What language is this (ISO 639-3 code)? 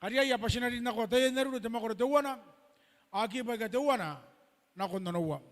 gil